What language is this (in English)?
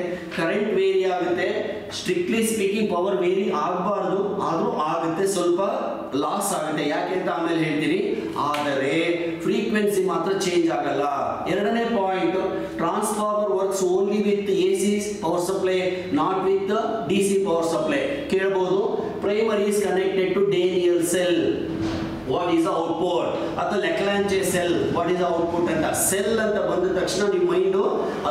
Kannada